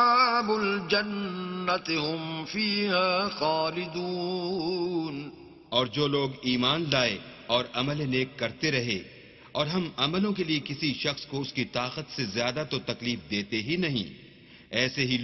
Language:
Urdu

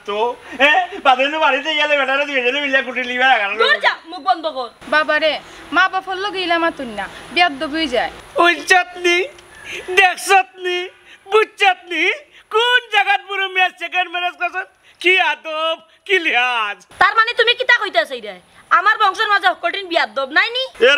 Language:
Sylheti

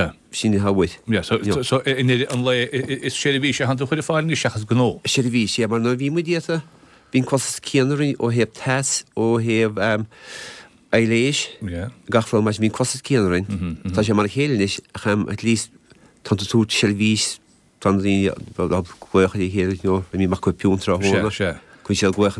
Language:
Irish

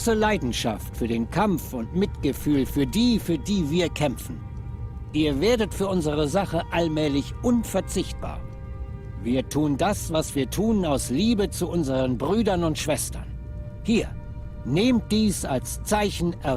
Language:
Swiss German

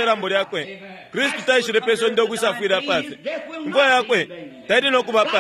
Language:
Bemba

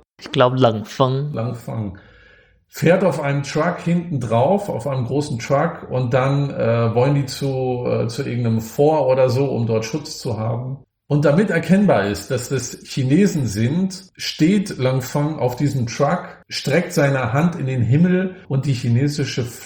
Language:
German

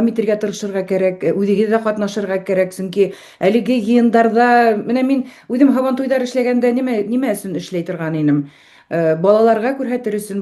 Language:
Bashkir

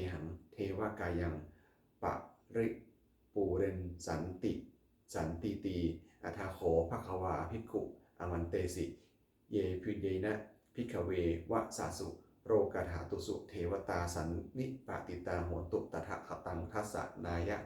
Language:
Pali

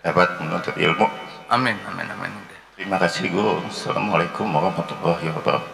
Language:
Banjar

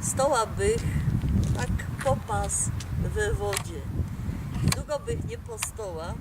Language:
Silesian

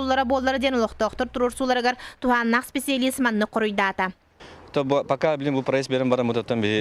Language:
Yakut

